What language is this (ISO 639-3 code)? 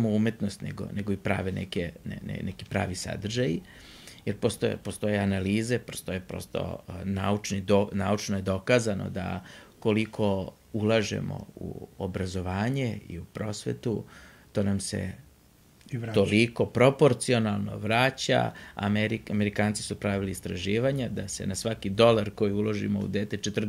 srp